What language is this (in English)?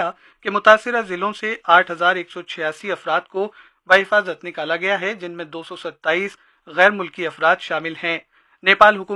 Urdu